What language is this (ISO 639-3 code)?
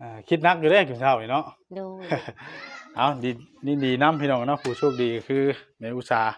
tts